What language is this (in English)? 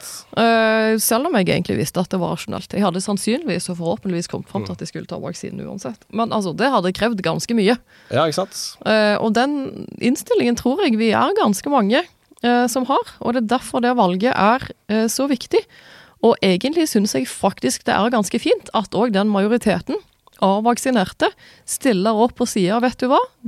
Norwegian